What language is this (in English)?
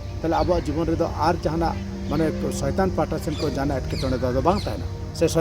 Santali